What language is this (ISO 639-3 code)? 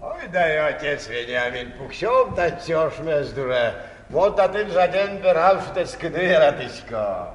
udm